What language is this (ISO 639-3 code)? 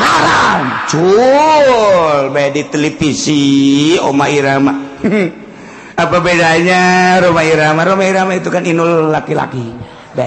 sun